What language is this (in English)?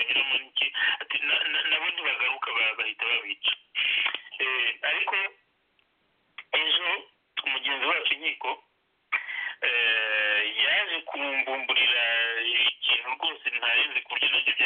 Kinyarwanda